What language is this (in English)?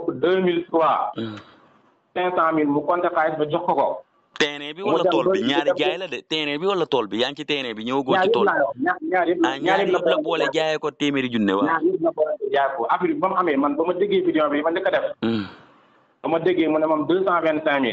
Wolof